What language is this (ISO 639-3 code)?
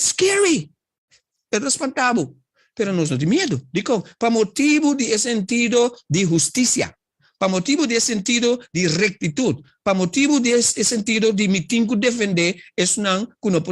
pap